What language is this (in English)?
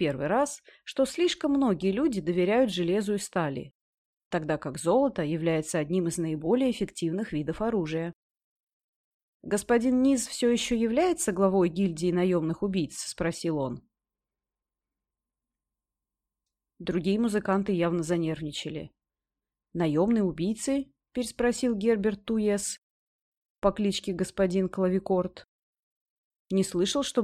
Russian